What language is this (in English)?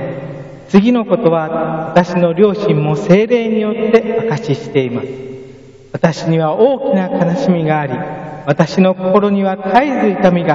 Japanese